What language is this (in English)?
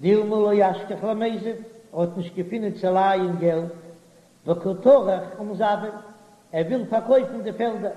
Yiddish